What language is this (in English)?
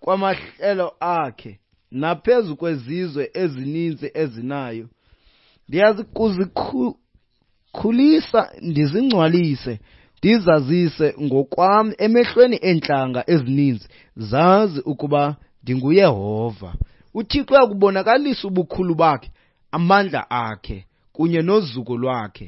Xhosa